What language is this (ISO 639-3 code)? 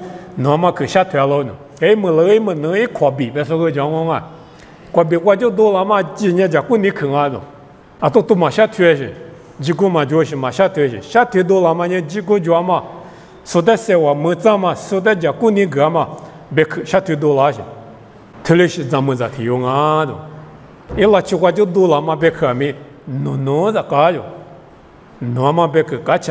lis